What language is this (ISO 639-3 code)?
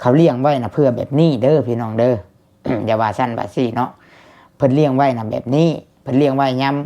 lao